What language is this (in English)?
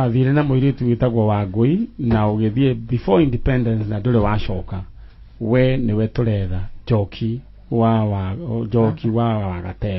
Kikuyu